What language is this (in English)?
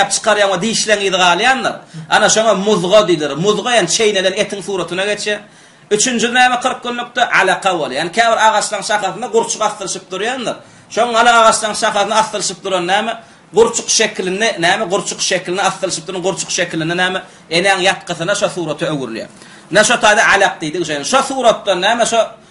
Turkmen